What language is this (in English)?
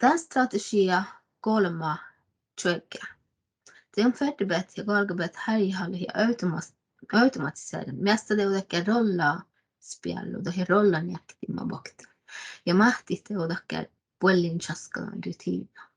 Northern Sami